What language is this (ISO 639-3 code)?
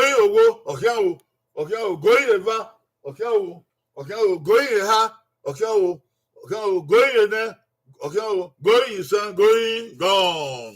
bin